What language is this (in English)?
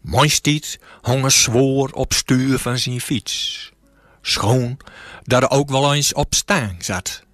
Gronings